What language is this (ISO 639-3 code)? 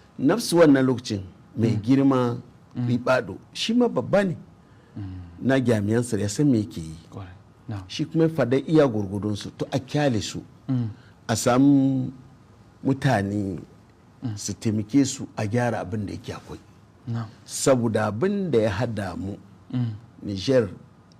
hau